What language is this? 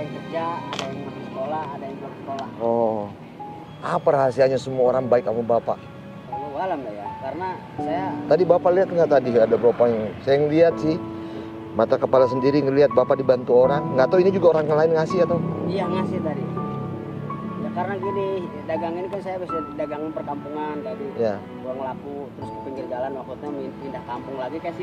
Indonesian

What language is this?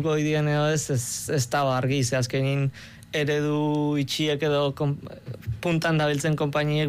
Basque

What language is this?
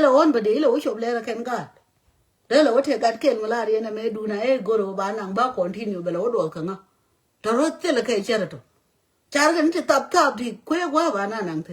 Nuer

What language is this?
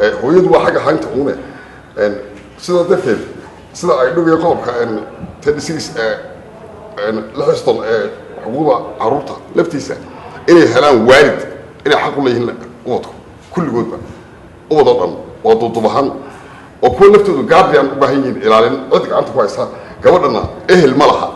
Somali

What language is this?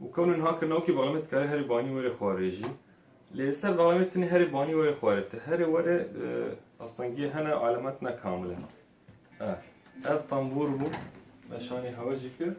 Kurdish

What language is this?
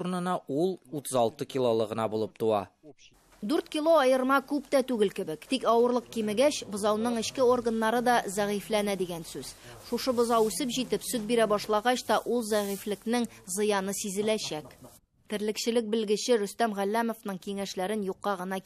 Tatar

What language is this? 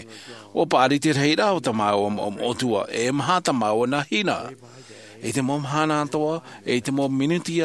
Tahitian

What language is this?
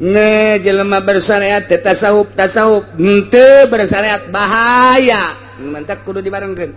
Sundanese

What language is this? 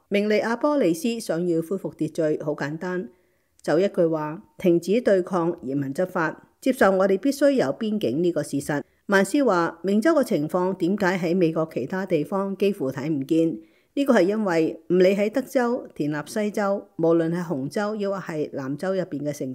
Cantonese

